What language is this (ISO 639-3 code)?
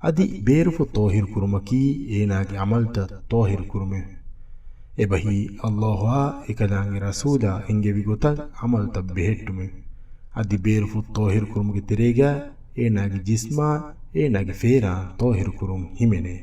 div